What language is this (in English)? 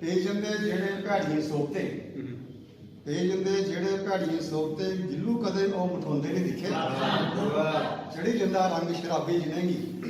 Dogri